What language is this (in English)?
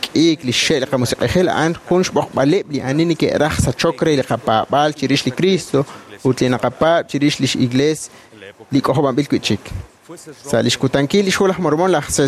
Kekchí